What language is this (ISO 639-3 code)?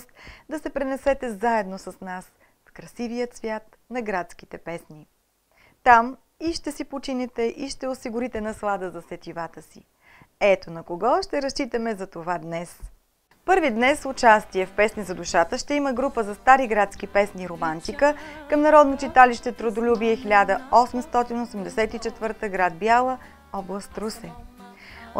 bul